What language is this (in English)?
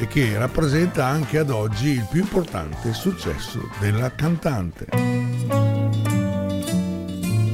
Italian